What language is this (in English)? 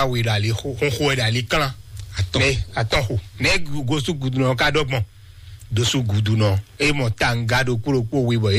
Fon